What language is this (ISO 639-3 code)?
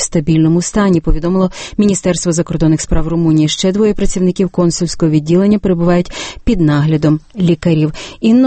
ukr